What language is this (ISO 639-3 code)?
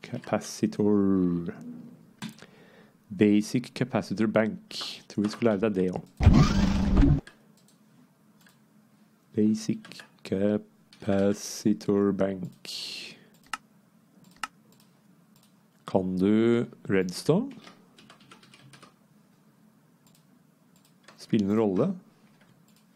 nor